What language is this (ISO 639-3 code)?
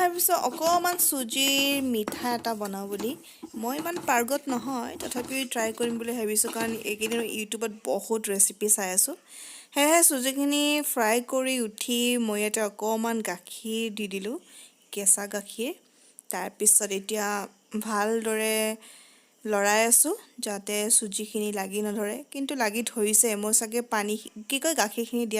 asm